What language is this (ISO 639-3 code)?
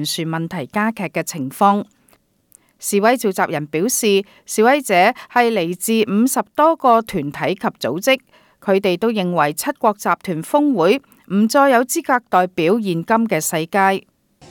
yue